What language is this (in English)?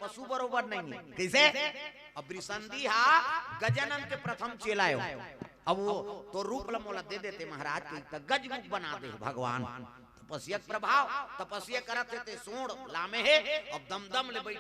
Chhattisgarhi